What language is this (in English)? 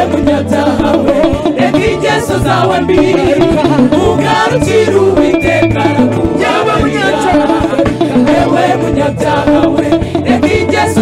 Kinyarwanda